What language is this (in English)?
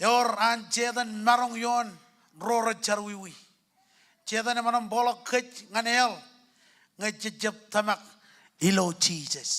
Marshallese